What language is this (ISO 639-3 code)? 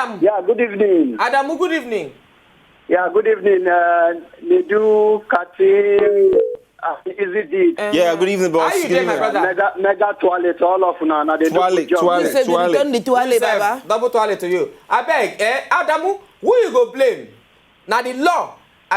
pcm